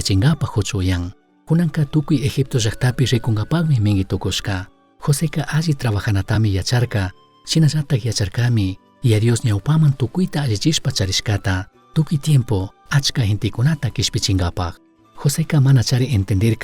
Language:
Chimborazo Highland Quichua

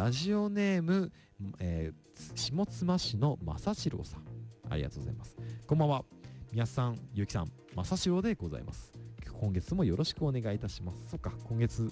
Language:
Japanese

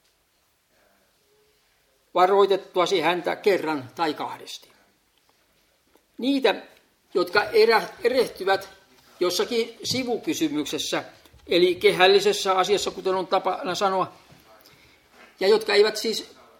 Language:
Finnish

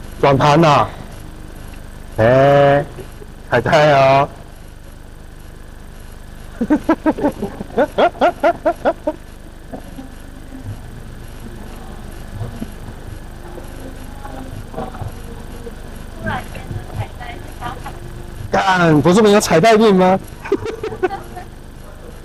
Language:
Chinese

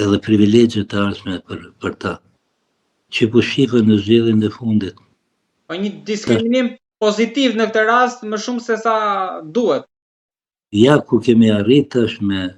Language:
Albanian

